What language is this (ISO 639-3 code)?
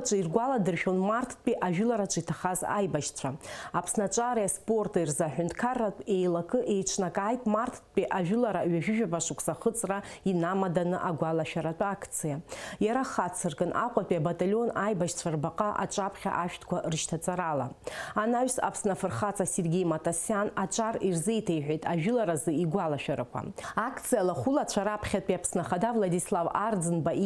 abk